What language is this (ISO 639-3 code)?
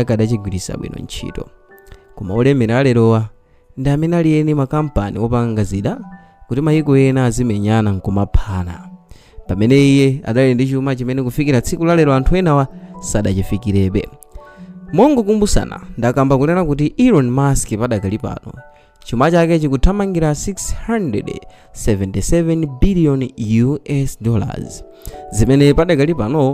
nya